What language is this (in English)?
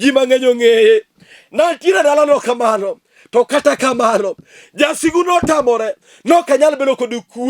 Luo (Kenya and Tanzania)